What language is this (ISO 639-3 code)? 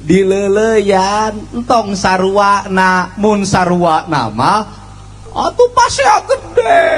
sun